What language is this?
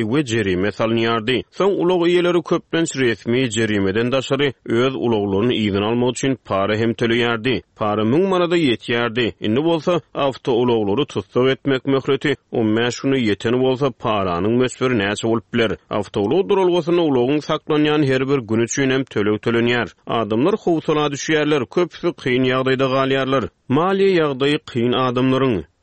Turkmen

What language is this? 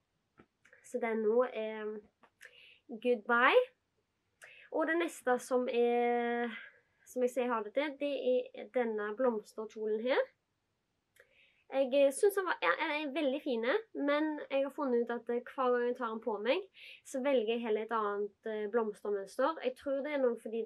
Norwegian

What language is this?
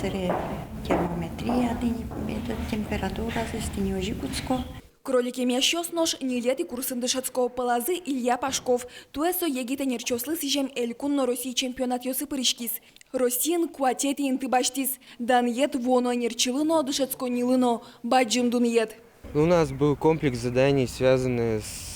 Udmurt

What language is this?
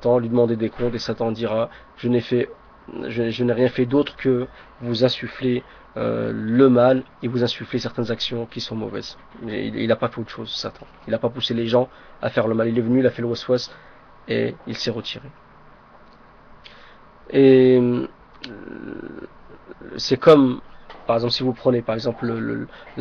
French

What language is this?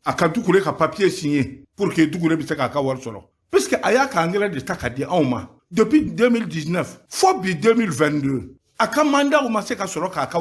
Bambara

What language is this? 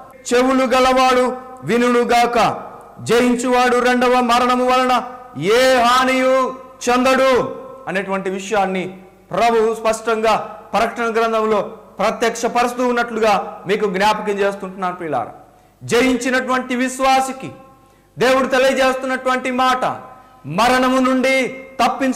Telugu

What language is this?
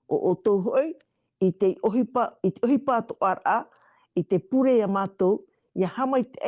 Tahitian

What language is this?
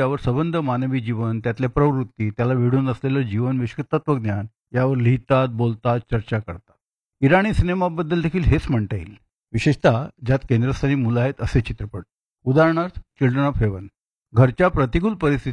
Marathi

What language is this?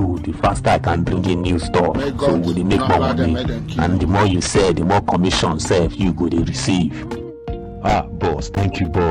Nigerian Pidgin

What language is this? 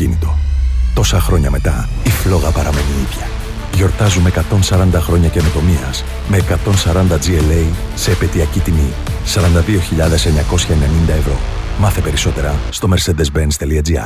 Greek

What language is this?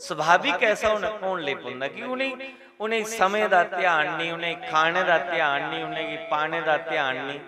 Dogri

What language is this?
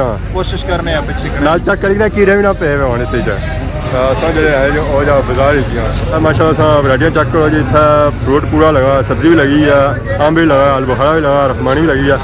Pahari-Potwari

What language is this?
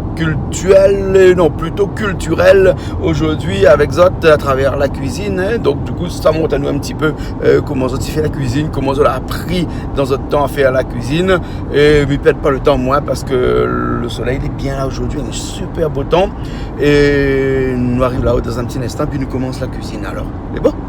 Réunion Creole French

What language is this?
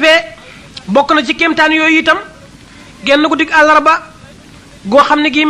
Wolof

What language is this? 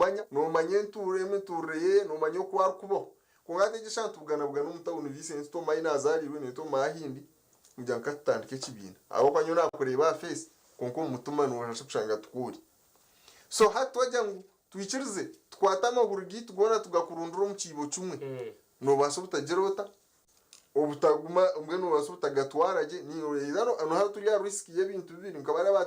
Nyankole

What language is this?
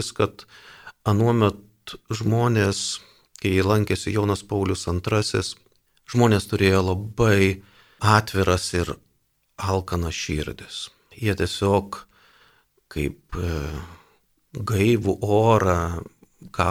Lithuanian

